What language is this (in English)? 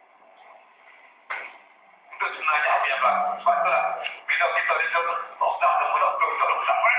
Malay